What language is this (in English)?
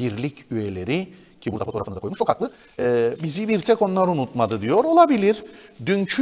Turkish